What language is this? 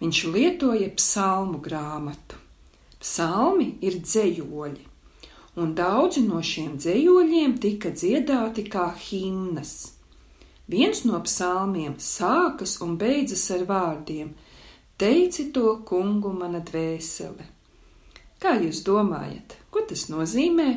Latvian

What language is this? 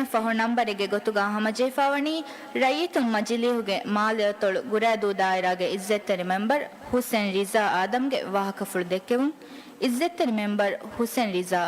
Divehi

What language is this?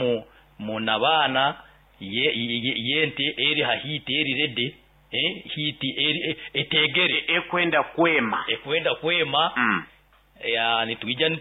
Nyoro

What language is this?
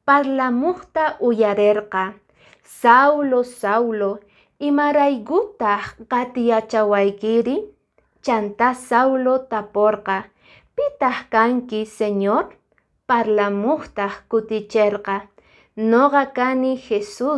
Quechua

